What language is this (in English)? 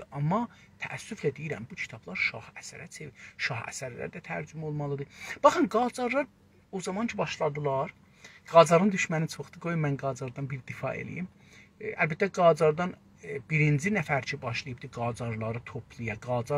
South Azerbaijani